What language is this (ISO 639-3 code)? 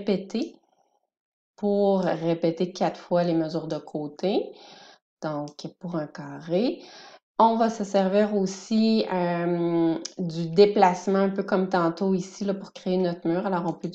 fra